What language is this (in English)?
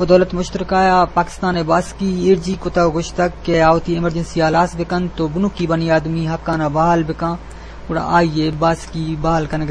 Eastern Balochi